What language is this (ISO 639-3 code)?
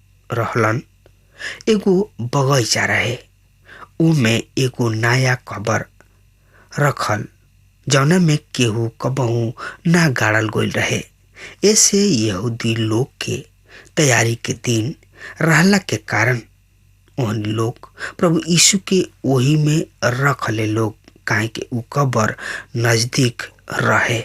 bho